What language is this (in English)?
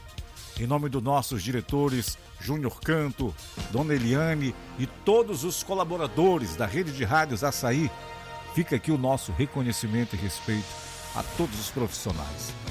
Portuguese